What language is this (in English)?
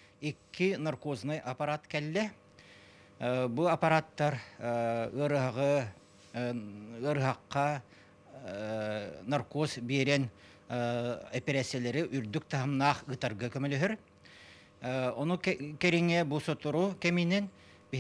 Yakut